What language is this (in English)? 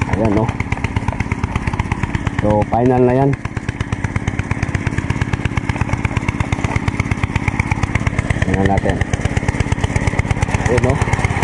Filipino